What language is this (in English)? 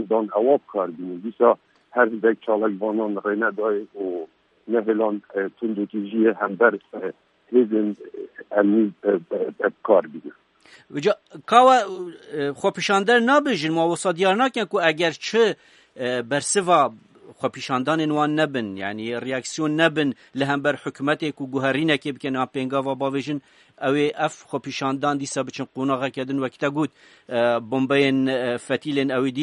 Kurdish